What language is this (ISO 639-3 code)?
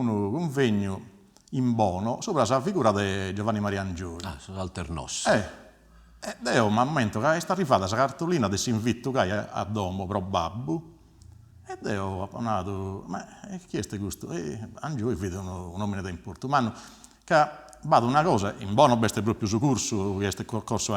srd